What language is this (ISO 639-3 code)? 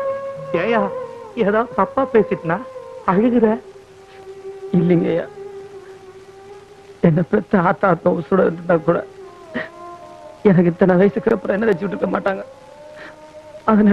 tam